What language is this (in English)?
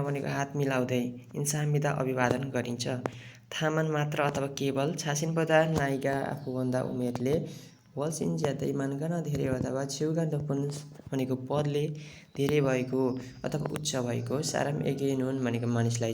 Nepali